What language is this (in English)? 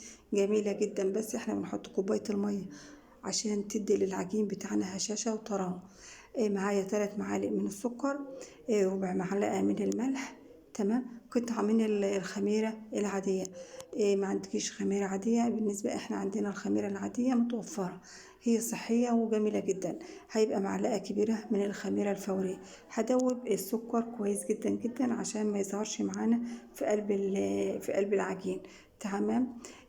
Egyptian Arabic